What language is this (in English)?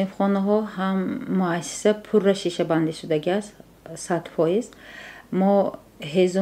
Tajik